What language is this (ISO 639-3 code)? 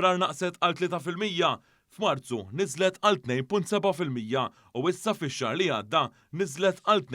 mlt